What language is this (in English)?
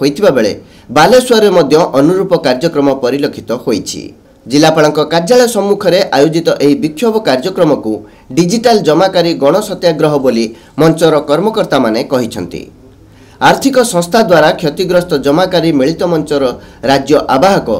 Odia